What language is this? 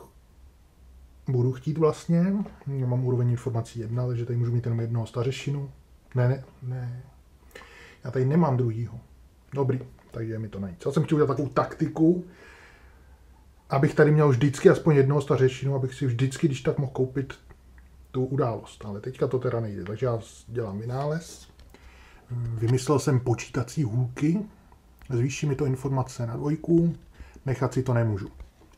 Czech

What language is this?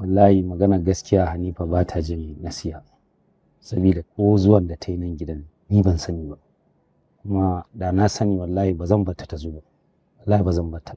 Hausa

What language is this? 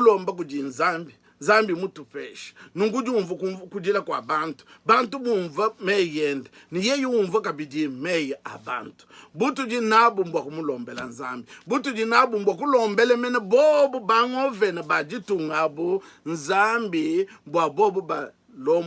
Luba-Lulua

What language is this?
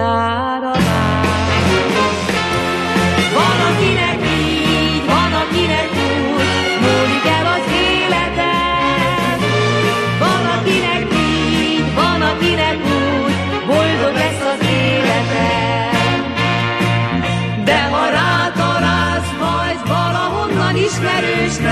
Hungarian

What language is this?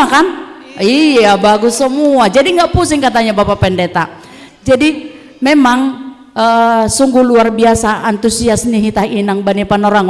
Batak Simalungun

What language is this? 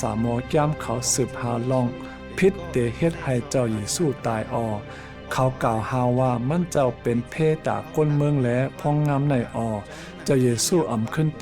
Shan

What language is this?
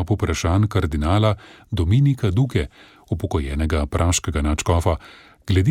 Slovenian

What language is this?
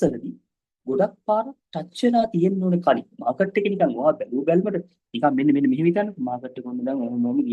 Sinhala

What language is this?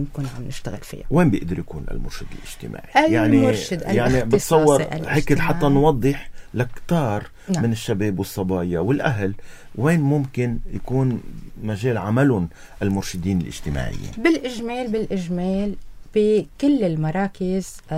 North Levantine Arabic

